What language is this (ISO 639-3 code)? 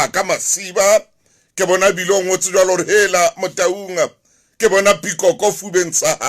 sot